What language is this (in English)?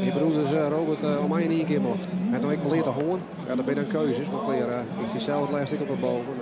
Western Frisian